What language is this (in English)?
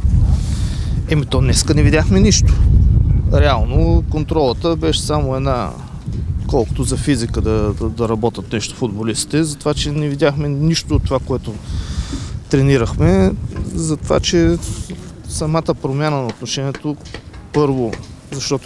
Bulgarian